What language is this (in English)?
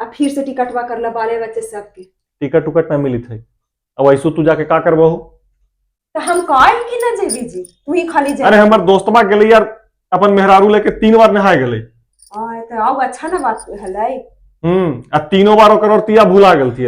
Magahi